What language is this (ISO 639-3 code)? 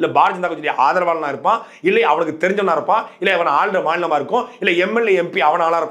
tam